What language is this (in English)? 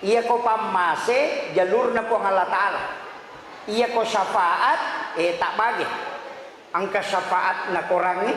Buginese